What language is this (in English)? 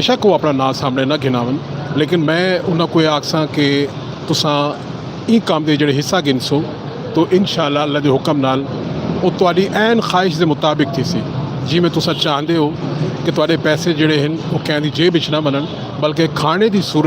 Saraiki